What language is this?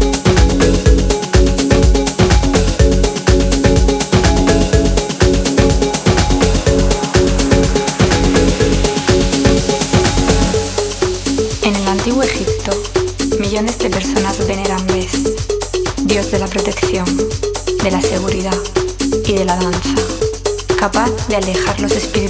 Spanish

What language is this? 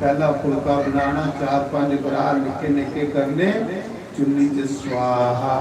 Dogri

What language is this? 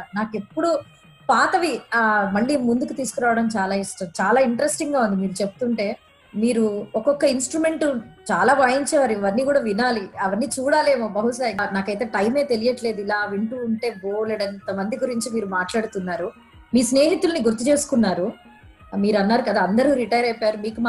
Telugu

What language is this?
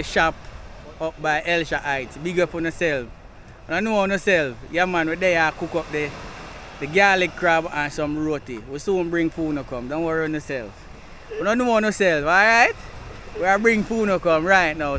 Jamaican Creole English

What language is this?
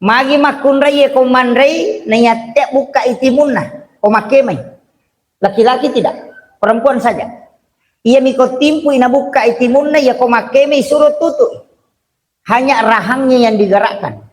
Buginese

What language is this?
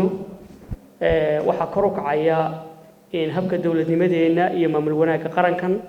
Somali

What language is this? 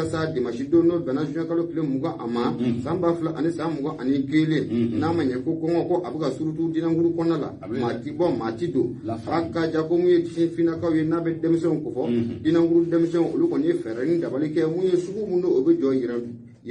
Bambara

